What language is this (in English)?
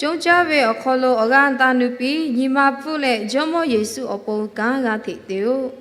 Lahu